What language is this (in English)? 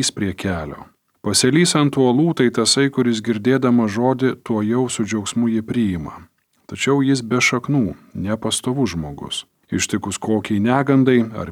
Lithuanian